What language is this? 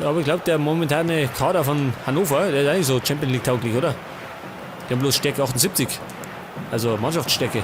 Bavarian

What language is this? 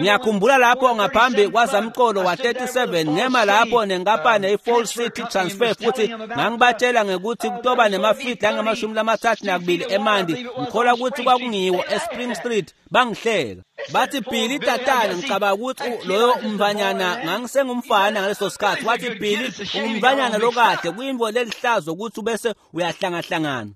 Swati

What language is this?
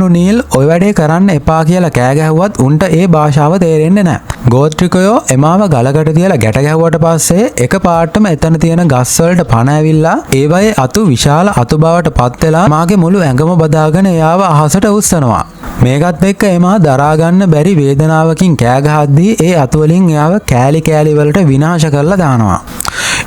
Sinhala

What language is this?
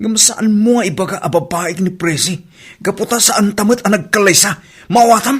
Iloko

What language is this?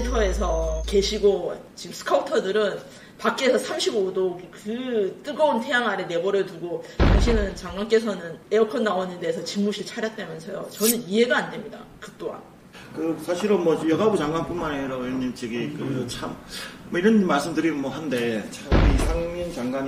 Korean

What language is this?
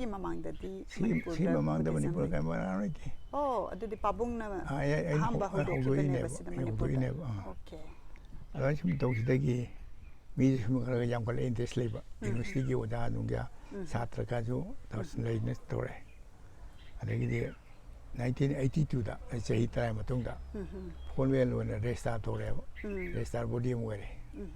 Manipuri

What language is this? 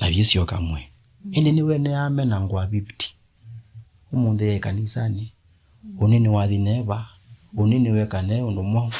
Kamba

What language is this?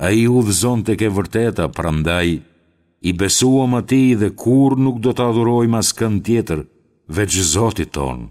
Albanian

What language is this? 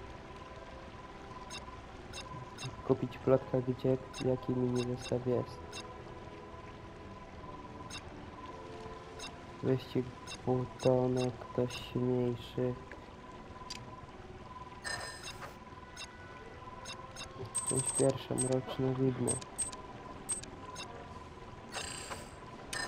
Polish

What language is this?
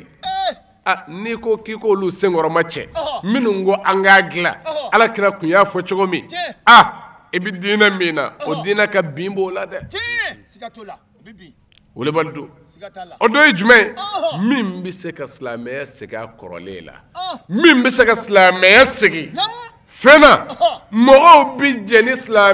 Bambara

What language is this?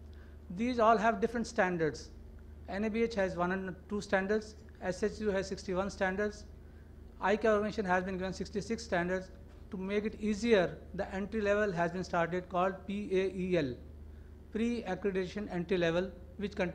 English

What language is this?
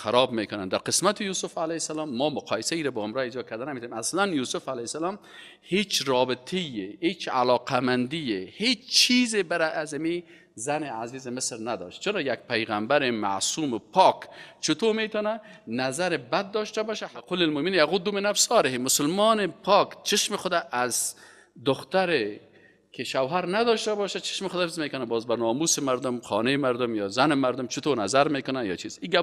Persian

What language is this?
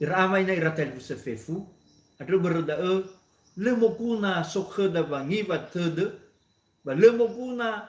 Nias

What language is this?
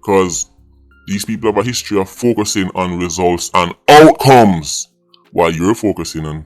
Jamaican Creole English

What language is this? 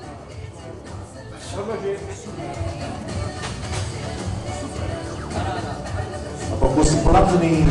Czech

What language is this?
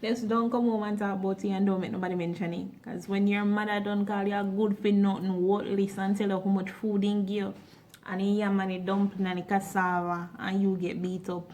Jamaican Creole English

